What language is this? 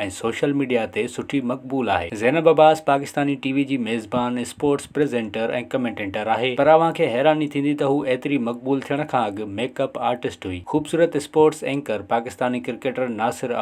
Sindhi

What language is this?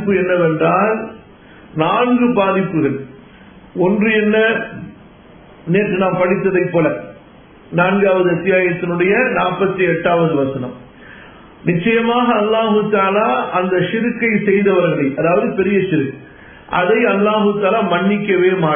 Tamil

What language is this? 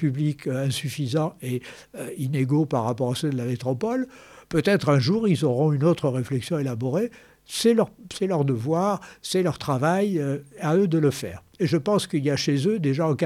French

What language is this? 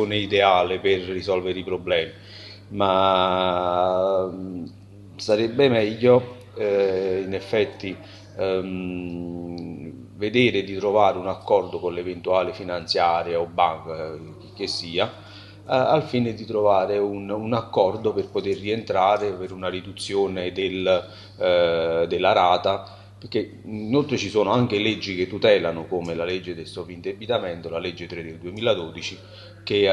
Italian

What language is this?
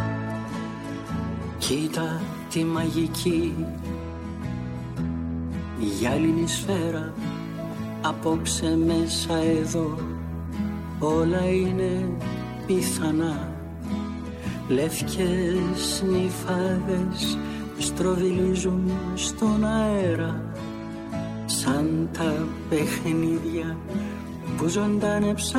Greek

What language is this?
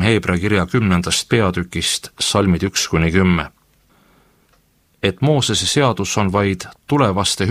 Estonian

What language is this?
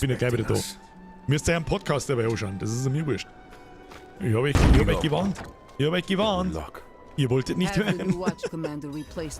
Bavarian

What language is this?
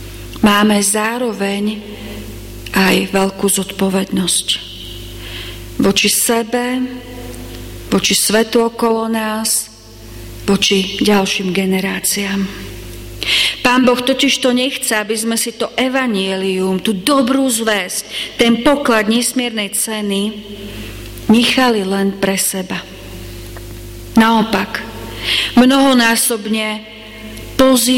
Slovak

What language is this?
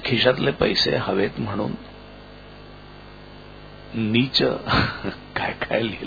Marathi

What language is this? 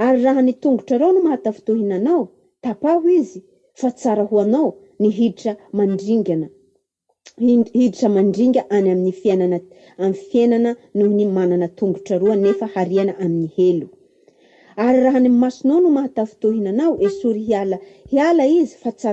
Malagasy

